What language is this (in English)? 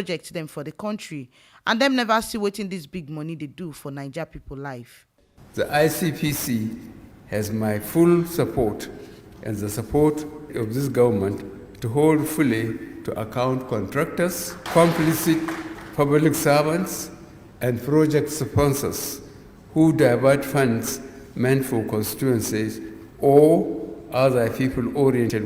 Nigerian Pidgin